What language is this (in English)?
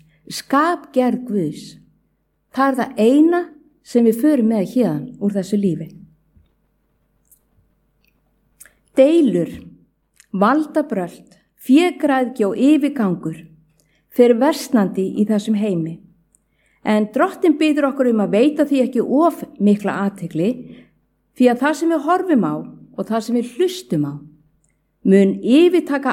Icelandic